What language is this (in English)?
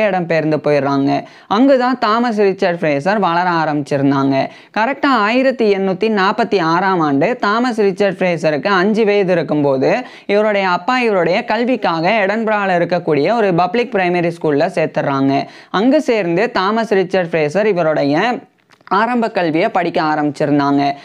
Tamil